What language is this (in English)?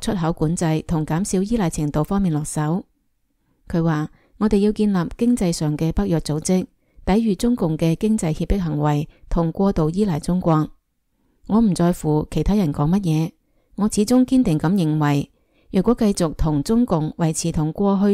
Cantonese